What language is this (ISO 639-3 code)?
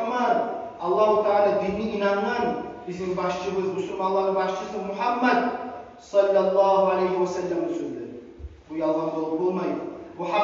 kum